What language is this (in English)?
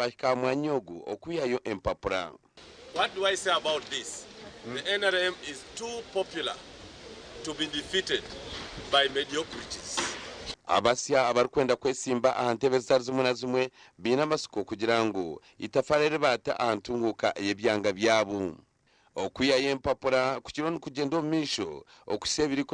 Nyankole